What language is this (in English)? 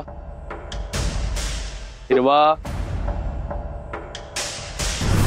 Marathi